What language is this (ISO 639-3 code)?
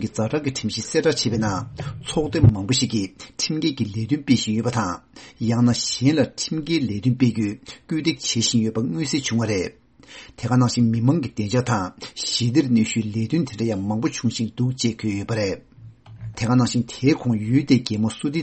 bod